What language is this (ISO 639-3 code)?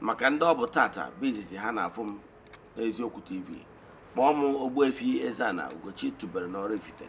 ibo